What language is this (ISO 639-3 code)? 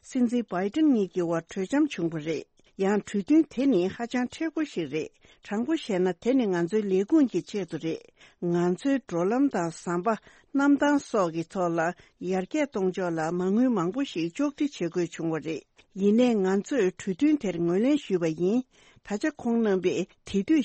bod